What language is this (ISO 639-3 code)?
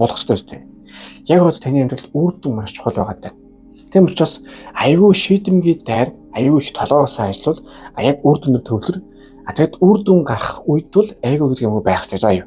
mon